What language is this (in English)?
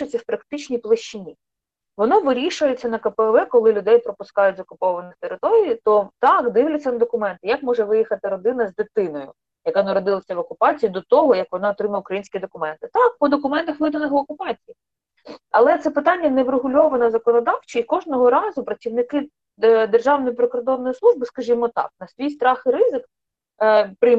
Ukrainian